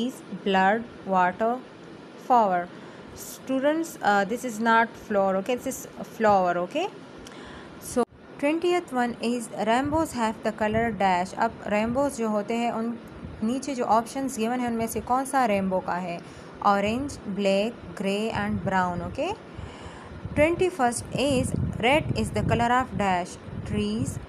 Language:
Hindi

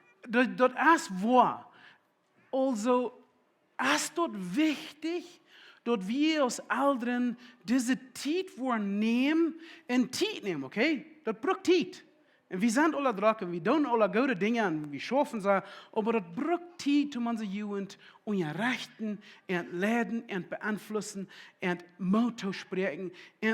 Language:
Plautdietsch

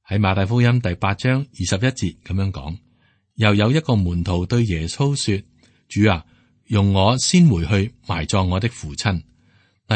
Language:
Cantonese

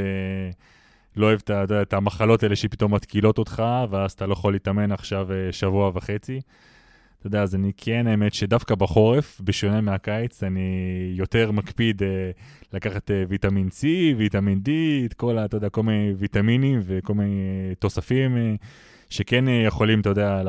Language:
Hebrew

